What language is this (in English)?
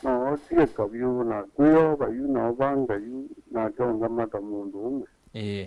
Kamba